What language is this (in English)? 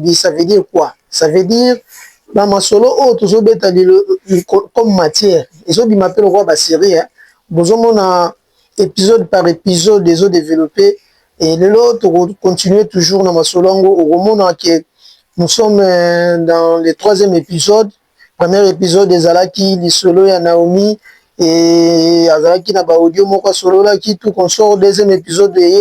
Lingala